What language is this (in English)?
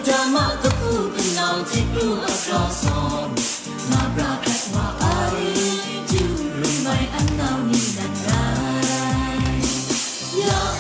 Kachin